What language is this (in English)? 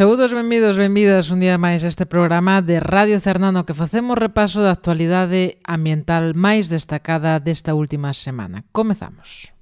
Galician